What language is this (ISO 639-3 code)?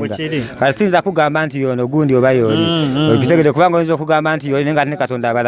lug